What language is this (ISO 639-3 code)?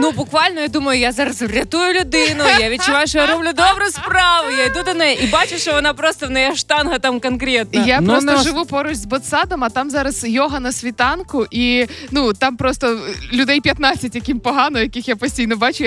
ukr